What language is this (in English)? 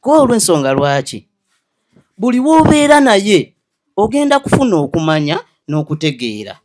Ganda